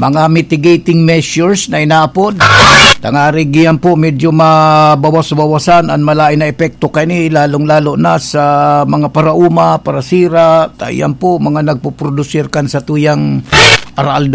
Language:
Bikol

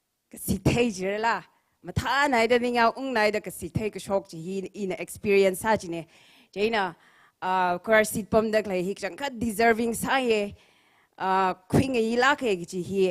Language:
Tangkhul Naga (India)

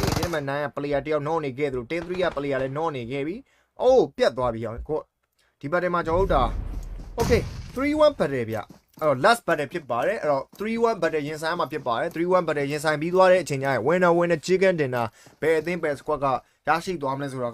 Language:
Burmese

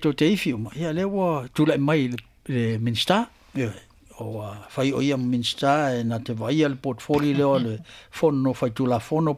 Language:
Samoan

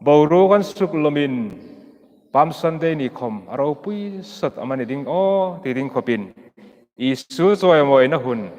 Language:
Hmar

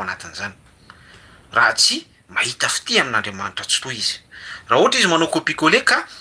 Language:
Malagasy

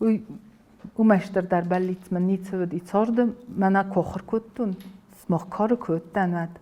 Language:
Ossetic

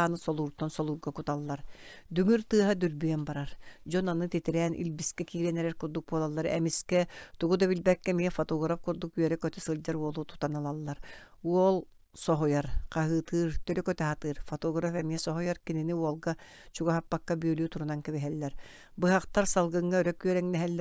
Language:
Yakut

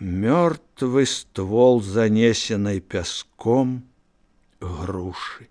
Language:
Belarusian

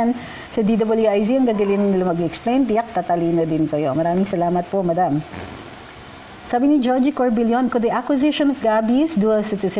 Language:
Filipino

